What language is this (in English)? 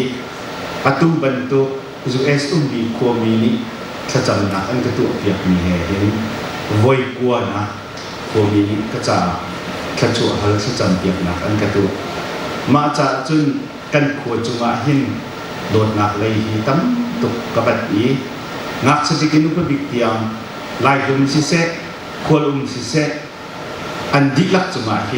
Hakha Chin